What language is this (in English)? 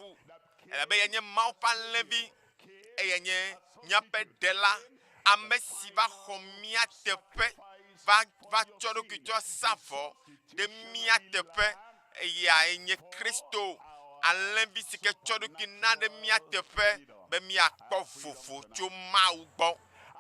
Ewe